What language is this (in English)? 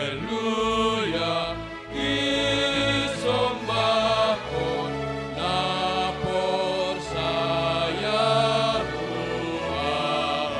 Batak Simalungun